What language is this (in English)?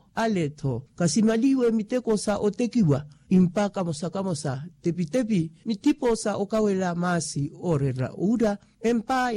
Makhuwa